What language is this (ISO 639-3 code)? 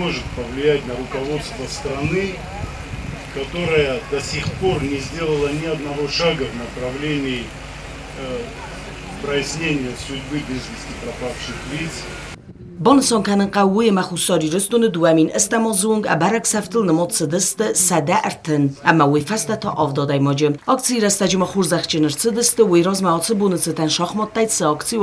oss